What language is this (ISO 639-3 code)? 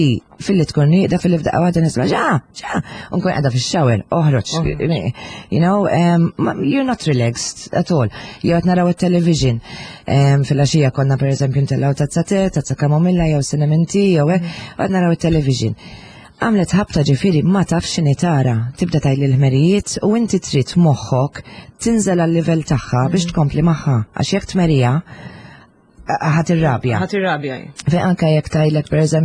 mlt